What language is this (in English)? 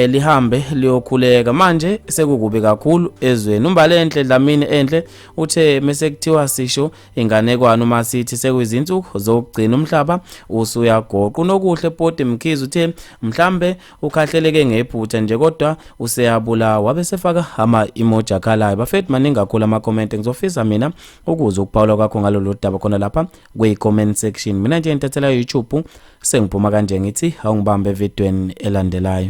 Zulu